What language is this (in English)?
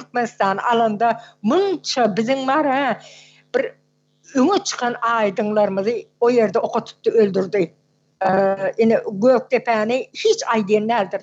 Turkmen